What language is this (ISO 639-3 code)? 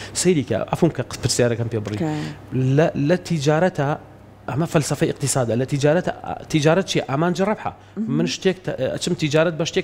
ckb